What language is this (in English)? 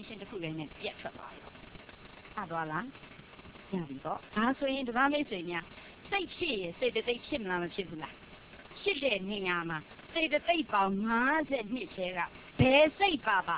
Burmese